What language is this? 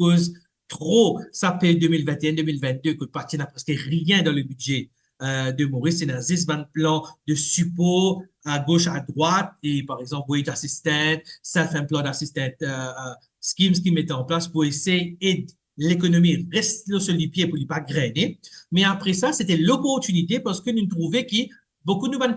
Morisyen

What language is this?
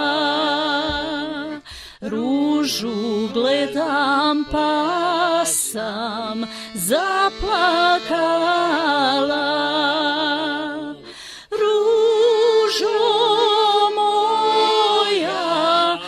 Bosnian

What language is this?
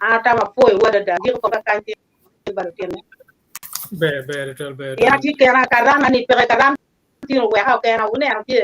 Acoli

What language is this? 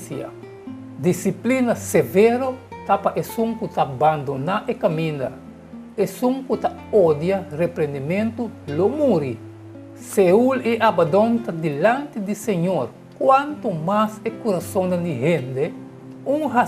Papiamento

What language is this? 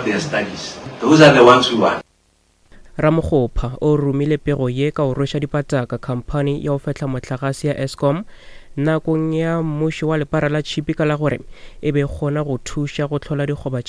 Northern Sotho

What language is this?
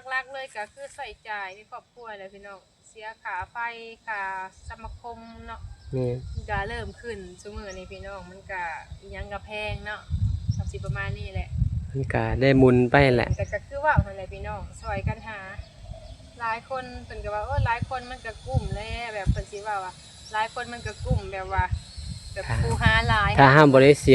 Lao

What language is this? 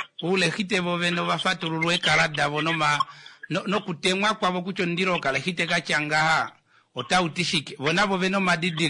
Kuanyama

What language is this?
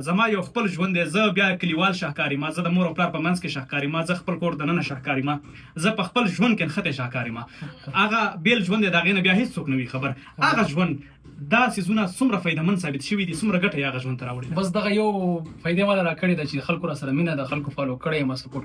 Pashto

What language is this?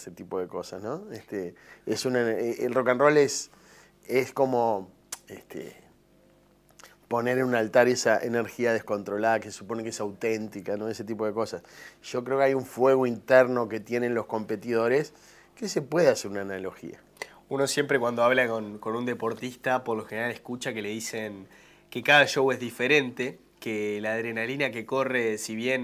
Spanish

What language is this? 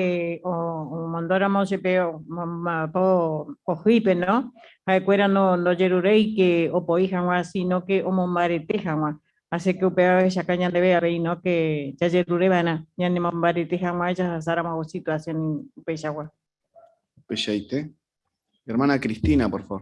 Guarani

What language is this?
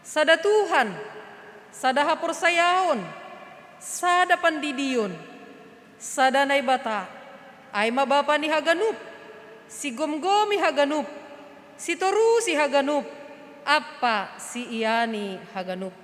Batak Simalungun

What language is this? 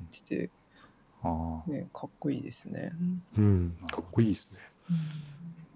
Japanese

